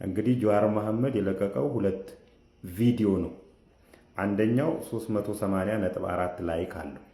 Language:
Amharic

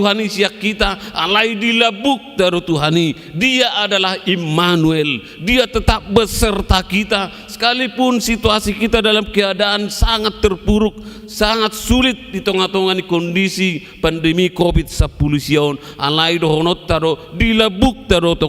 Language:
Batak Toba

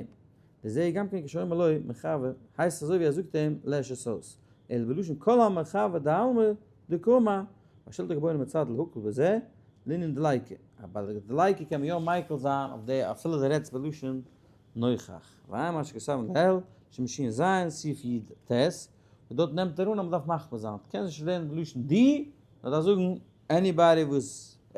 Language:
Yiddish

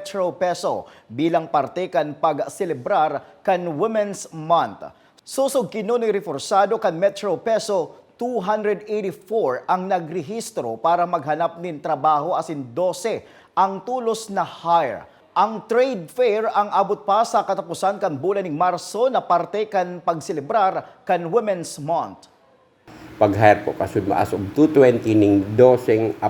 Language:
Bikol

